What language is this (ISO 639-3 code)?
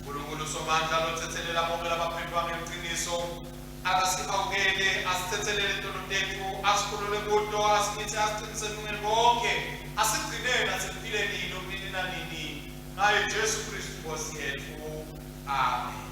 ssw